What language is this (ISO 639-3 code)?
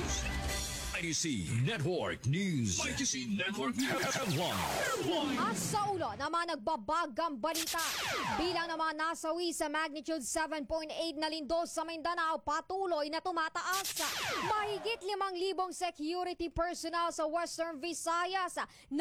fil